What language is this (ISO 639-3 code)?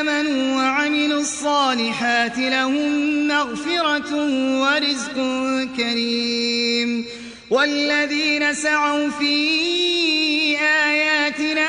ara